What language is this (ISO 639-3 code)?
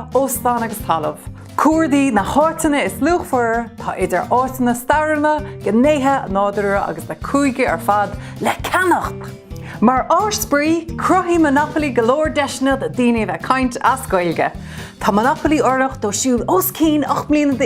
gle